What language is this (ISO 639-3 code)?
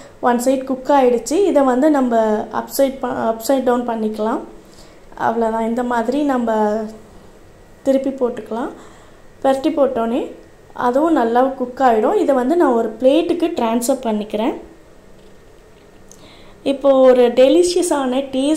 tam